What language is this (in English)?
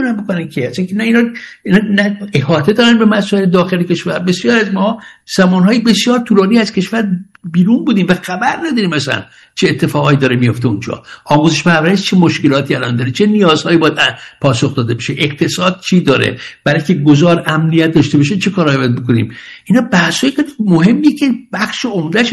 Persian